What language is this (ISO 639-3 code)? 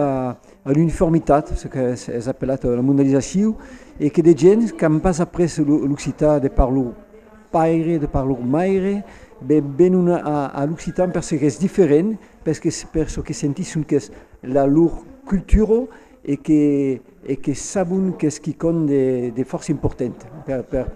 oci